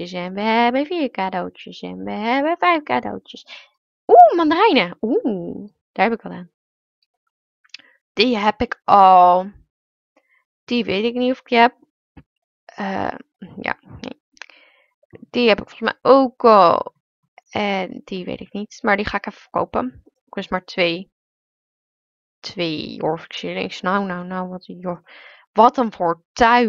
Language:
Dutch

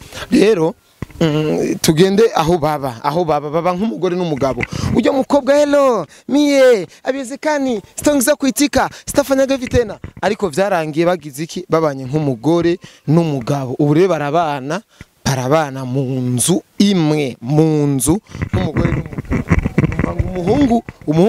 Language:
Rundi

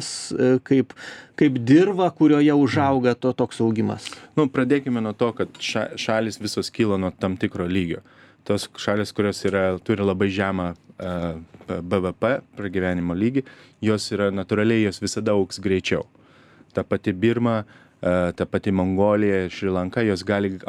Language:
Lithuanian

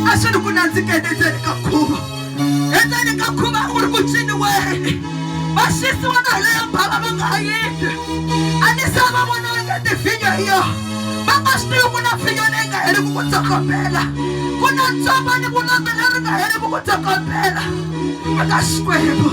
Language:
Tsonga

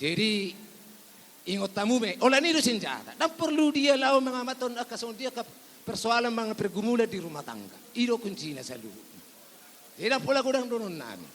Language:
Batak Toba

